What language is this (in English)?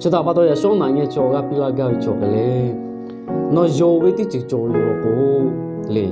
Lahu